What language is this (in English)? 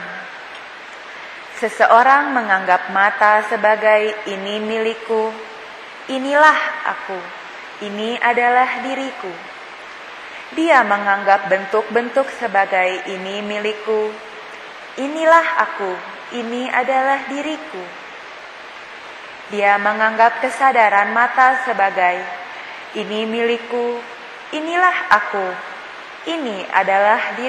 Indonesian